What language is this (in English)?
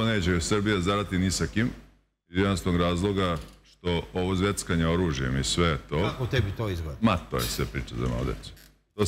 Serbian